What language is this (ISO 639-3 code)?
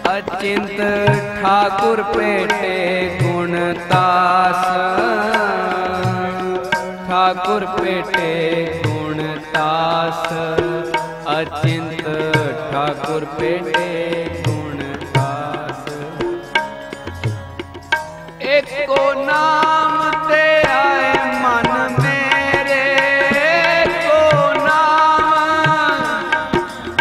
pan